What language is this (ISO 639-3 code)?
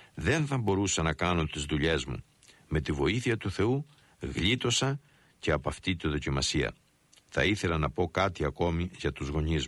ell